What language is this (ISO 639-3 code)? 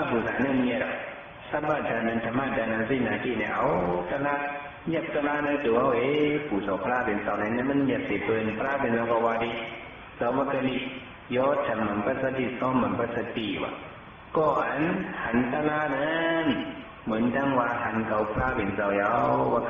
shn